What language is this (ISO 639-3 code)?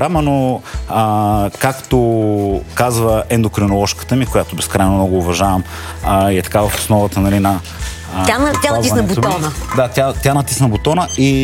bul